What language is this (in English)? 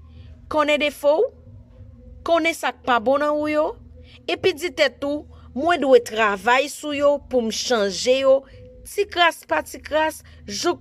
Haitian Creole